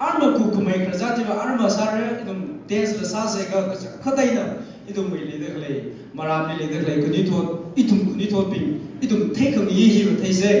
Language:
Tangkhul Naga (India)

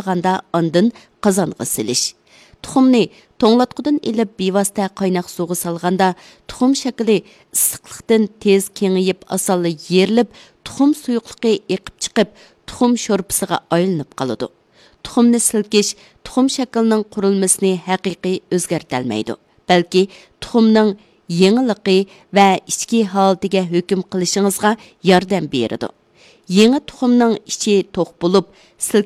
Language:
Uyghur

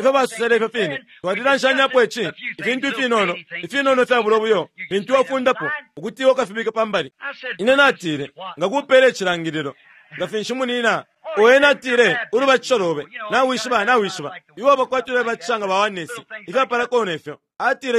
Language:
Bemba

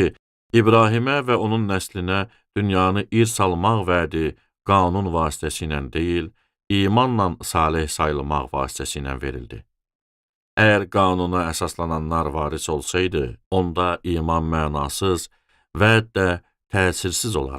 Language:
Azerbaijani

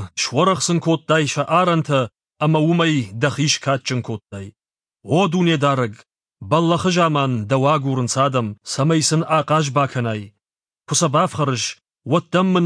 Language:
Ossetic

